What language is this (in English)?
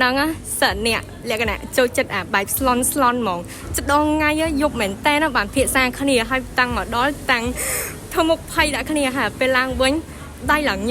Khmer